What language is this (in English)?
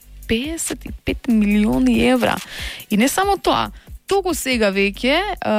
Macedonian